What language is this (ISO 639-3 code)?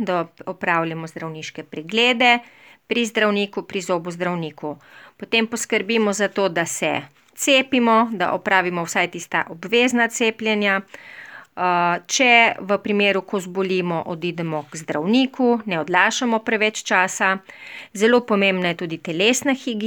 slv